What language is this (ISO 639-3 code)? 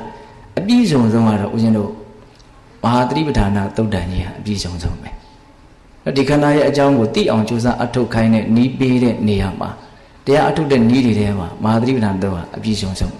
mya